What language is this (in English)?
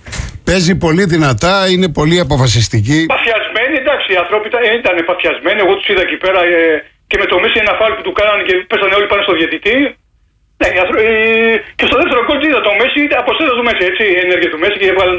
Greek